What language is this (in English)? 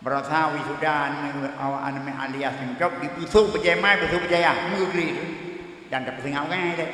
Achinese